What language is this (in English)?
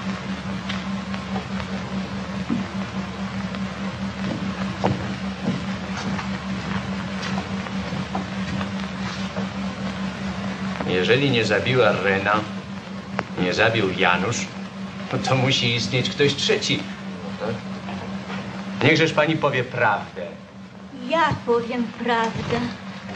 Polish